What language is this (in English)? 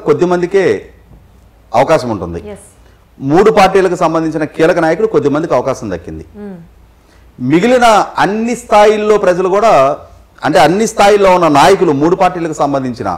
Telugu